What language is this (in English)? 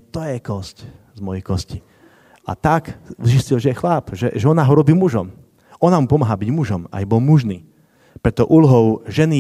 Slovak